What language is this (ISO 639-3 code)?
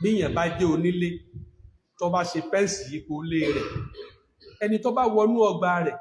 yor